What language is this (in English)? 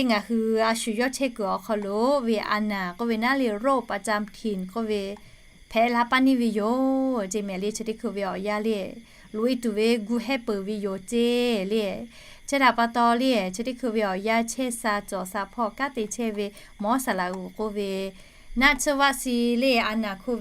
Lahu